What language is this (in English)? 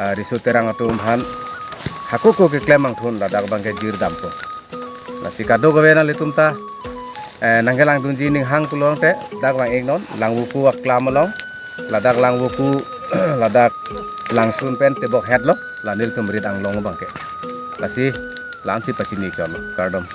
Karbi